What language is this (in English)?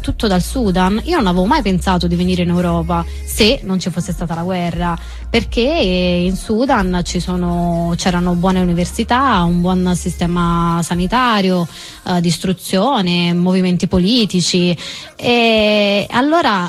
Italian